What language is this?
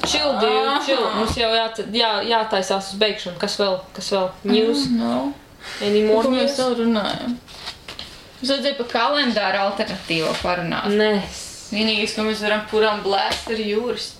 Latvian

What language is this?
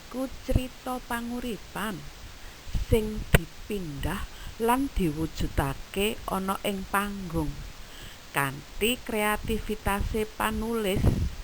Javanese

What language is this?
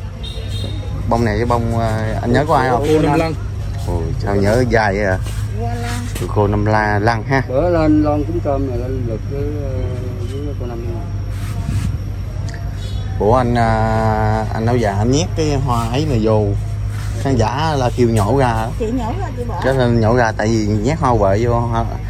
Vietnamese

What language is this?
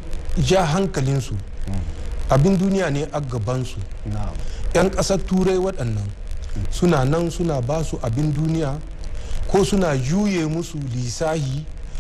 Hausa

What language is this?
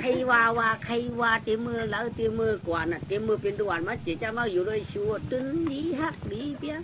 Shan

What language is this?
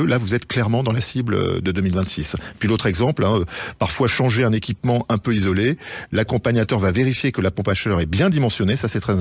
French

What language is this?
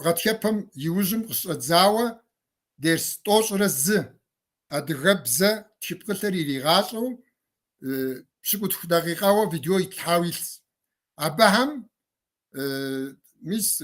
Kabardian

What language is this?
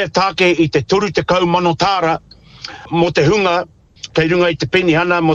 Māori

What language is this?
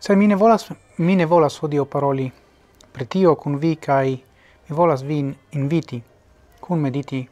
Esperanto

